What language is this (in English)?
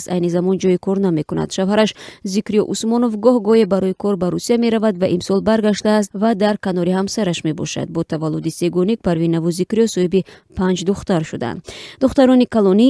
Tajik